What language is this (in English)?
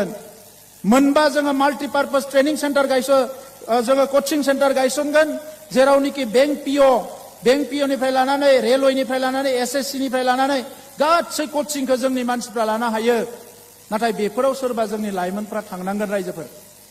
Bodo